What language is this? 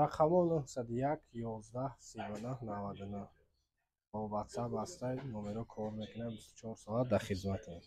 Tajik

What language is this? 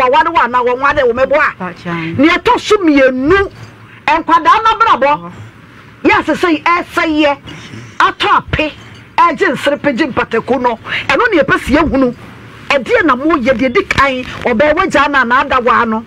Akan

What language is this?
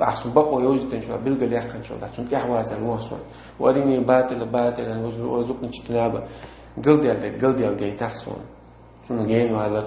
Chechen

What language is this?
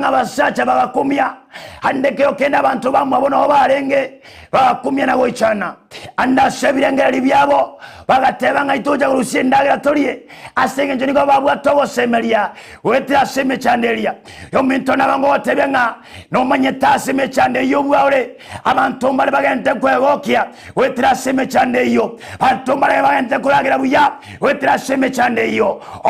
Gusii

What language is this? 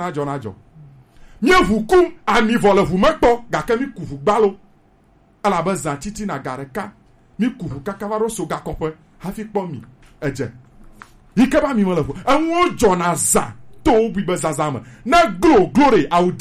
Gen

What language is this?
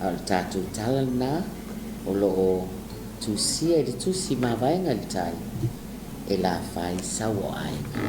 Samoan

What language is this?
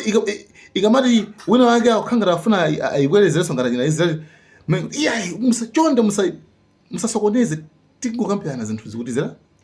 Nyanja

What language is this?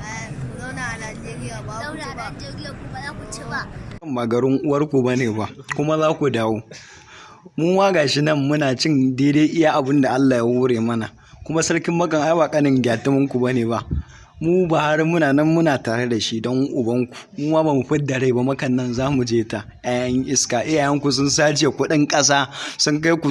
Hausa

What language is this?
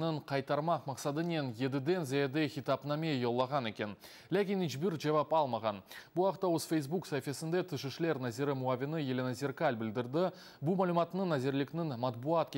Crimean Tatar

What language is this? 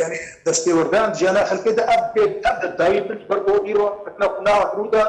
Kurdish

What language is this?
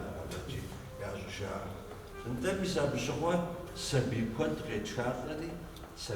Kabardian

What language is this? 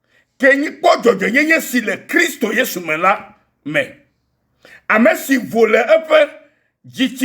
Ewe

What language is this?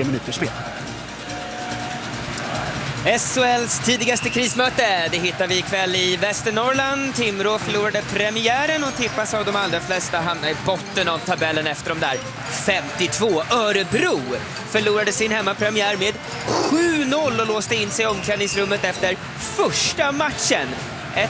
Swedish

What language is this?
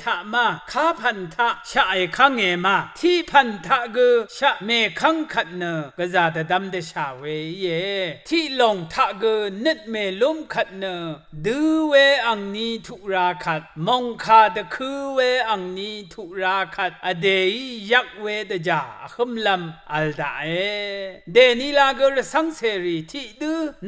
Rawang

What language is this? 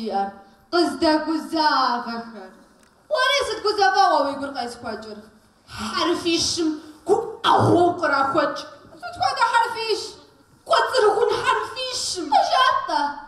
Kabardian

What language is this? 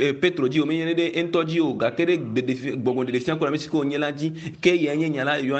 Ewe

